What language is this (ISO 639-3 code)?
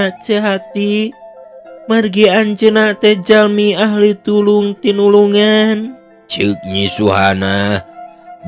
sun